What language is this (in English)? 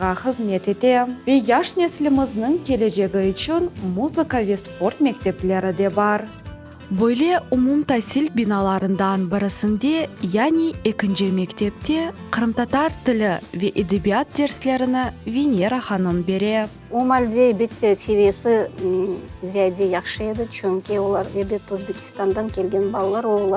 Crimean Tatar